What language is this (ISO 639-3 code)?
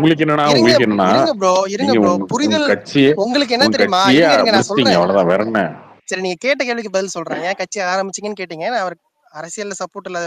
tam